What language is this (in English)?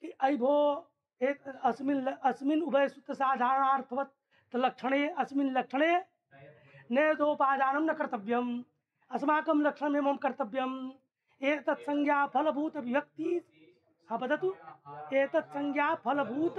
Sanskrit